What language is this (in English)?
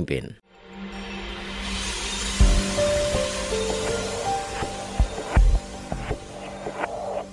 Indonesian